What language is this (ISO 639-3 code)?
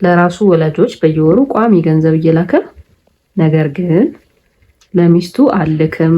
amh